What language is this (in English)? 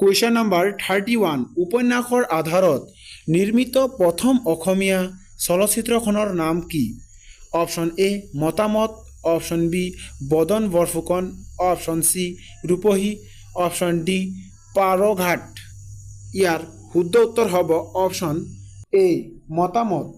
Assamese